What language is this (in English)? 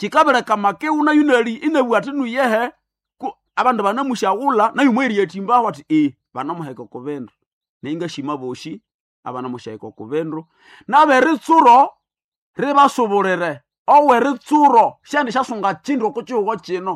Nande